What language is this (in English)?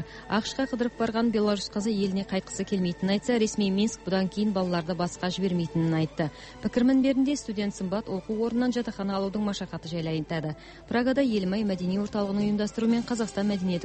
Kazakh